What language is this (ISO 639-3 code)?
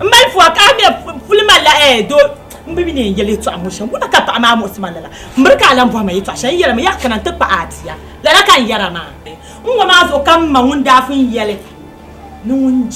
dag